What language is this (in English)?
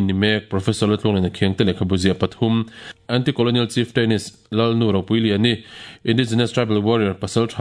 Mizo